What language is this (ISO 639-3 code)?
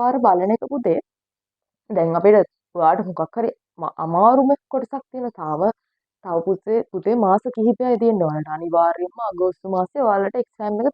sin